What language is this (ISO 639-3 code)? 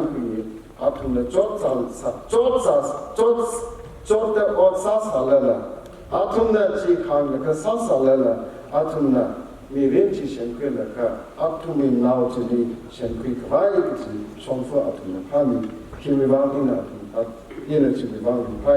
nmf